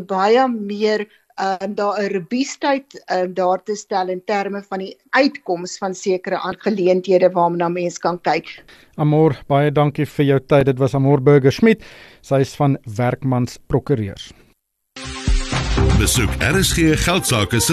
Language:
Afrikaans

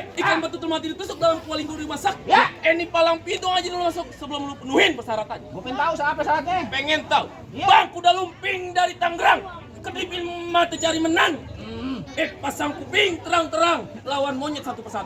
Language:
Betawi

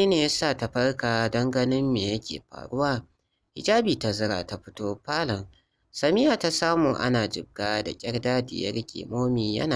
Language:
Hausa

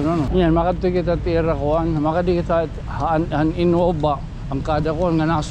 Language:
Waray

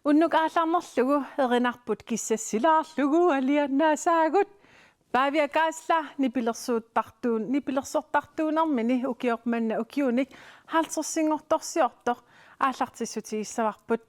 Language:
Kalaallisut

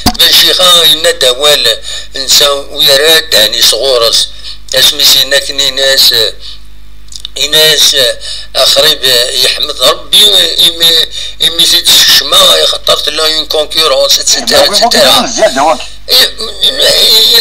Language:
Kabyle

